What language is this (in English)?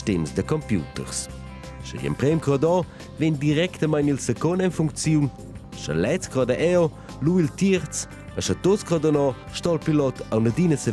Romansh